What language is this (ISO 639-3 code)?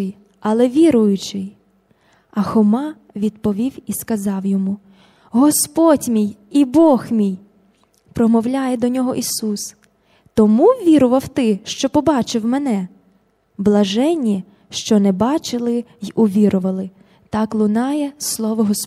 ukr